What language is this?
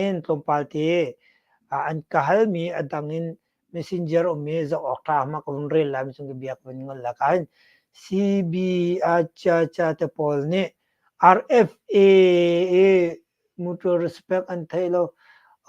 Hakha Chin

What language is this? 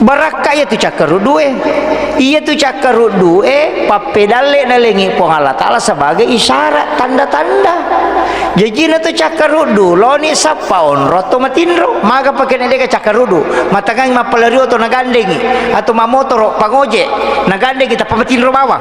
Buginese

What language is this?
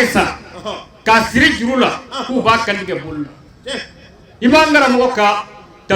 Bambara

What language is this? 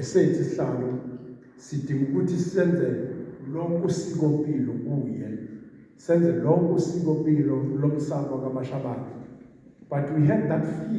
Zulu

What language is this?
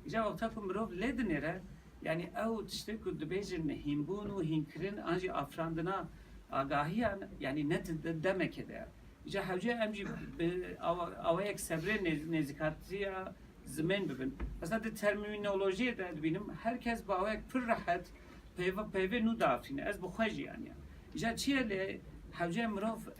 Kurdish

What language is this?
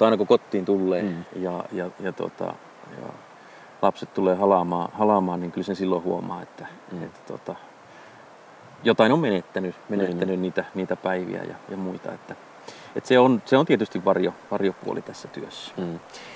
Finnish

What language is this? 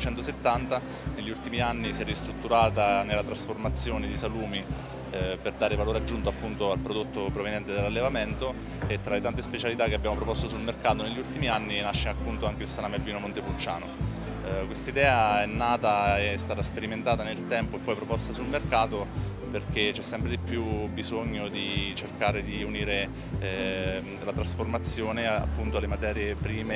Italian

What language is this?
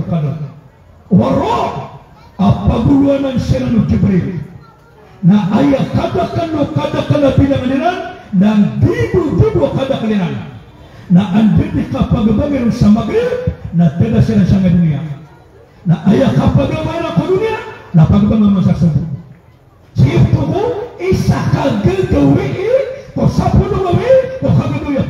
Maranao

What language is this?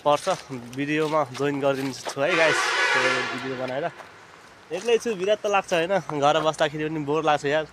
Nepali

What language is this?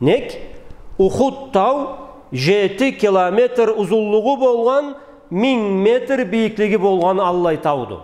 Karachay-Balkar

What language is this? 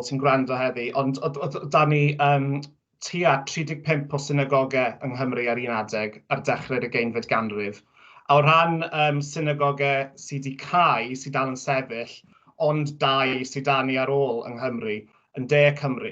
Welsh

